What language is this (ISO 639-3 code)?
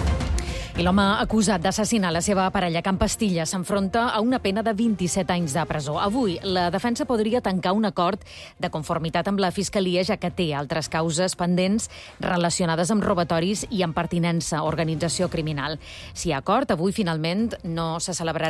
cat